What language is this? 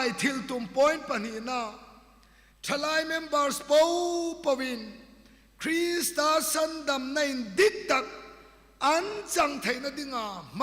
Hmar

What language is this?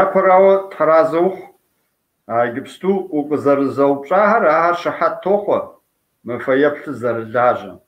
Kabardian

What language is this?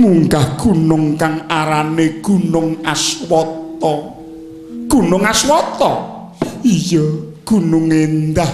Javanese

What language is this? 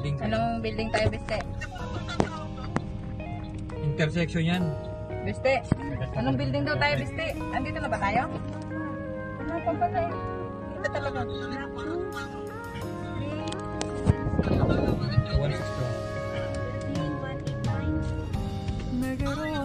Filipino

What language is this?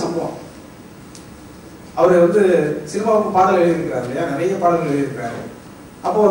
Tamil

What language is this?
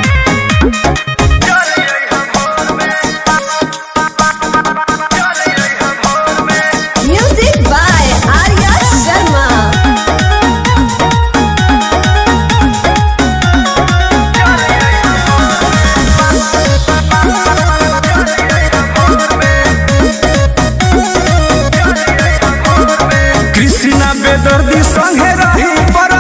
Bhojpuri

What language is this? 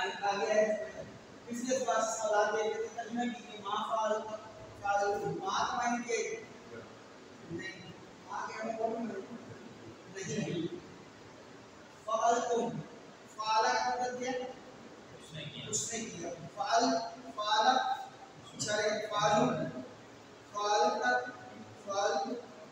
Urdu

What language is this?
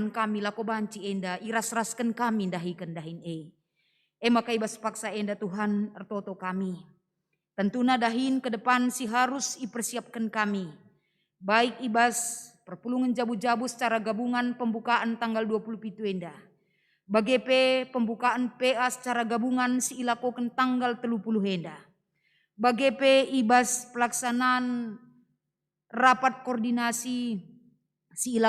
Batak Karo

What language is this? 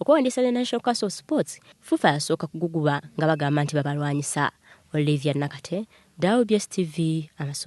Ganda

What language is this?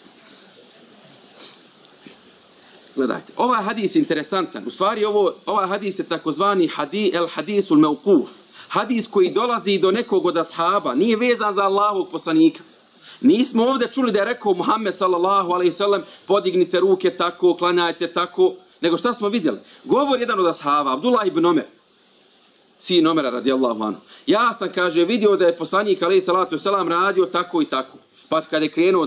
Bosnian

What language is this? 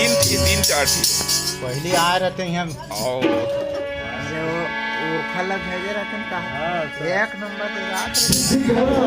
Chhattisgarhi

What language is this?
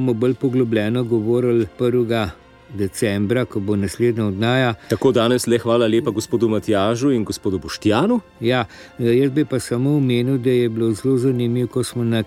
Slovenian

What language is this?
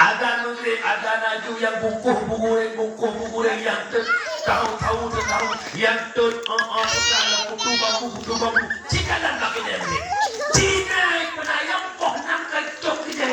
Achinese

